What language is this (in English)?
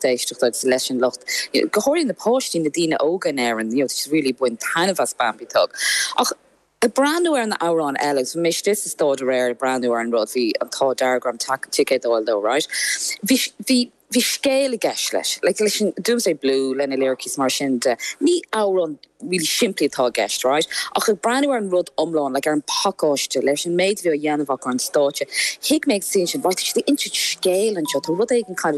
Irish